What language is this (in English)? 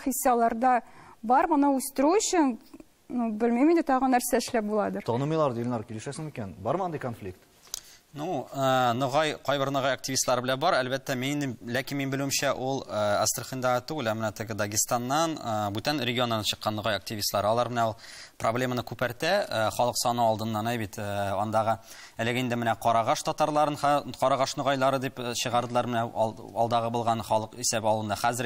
Tatar